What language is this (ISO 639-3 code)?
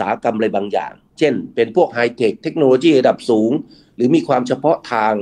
tha